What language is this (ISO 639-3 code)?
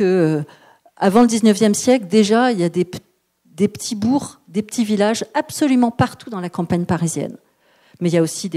fra